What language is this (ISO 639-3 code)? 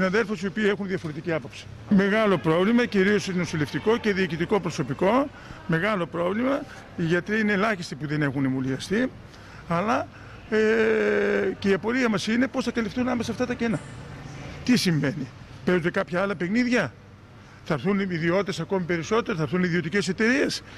ell